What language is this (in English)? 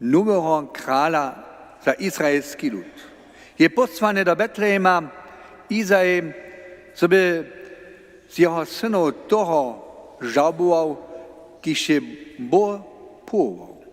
Upper Sorbian